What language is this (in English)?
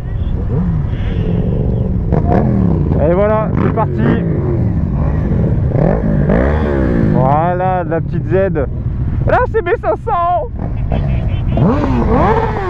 French